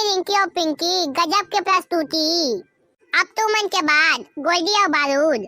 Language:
Chhattisgarhi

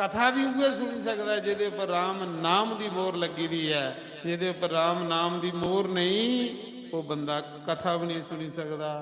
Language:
Dogri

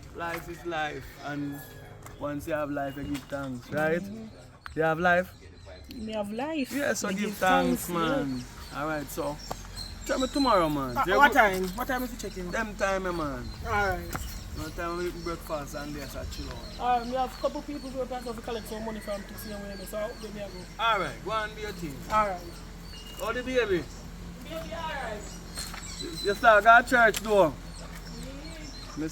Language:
Jamaican Creole English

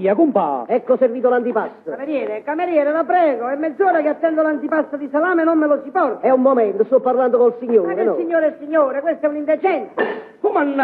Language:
Neapolitan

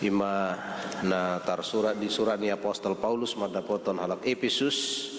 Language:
Batak Toba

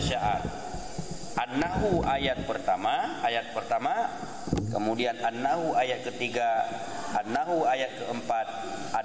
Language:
Achinese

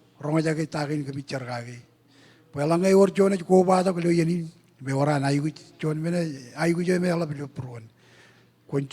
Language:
Marshallese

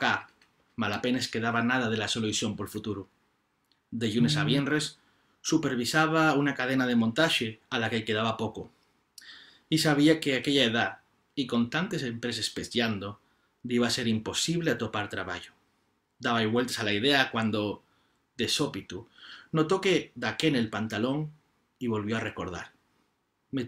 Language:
Asturian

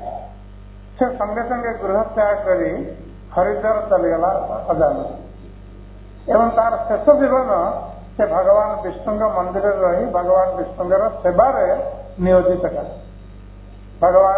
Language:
Odia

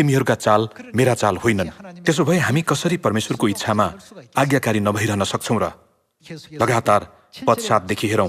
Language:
Nepali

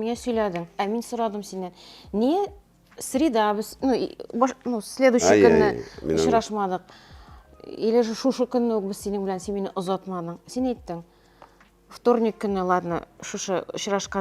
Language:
Tatar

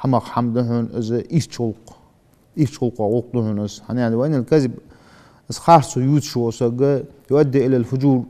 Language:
Ingush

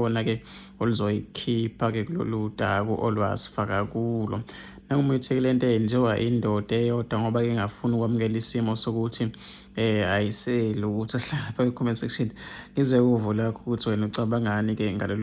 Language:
Zulu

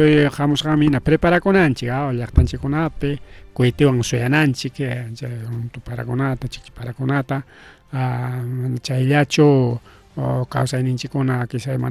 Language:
Ayacucho Quechua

